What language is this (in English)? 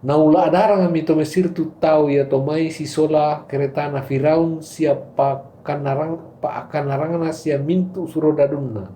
Toraja-Sa'dan